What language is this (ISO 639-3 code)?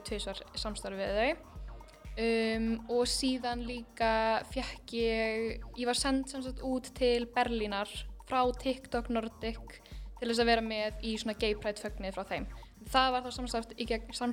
isl